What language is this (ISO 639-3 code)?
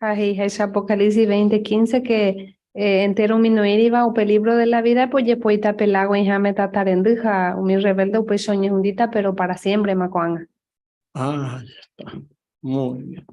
grn